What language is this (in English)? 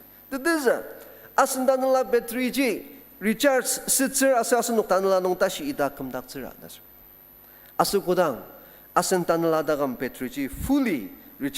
Ao Naga